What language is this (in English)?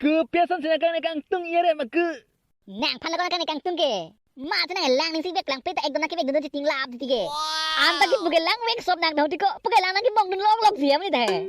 Karbi